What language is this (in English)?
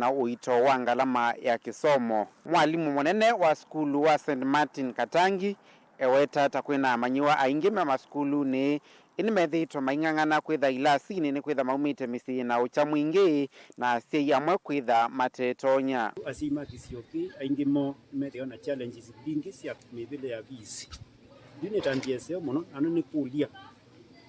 Kamba